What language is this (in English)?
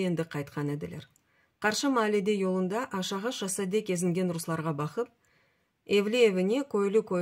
Crimean Tatar